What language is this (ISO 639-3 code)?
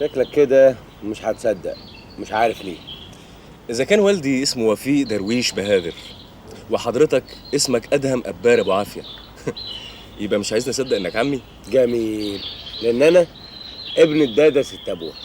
arz